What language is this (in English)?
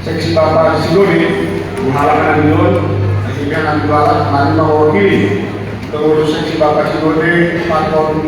Batak Simalungun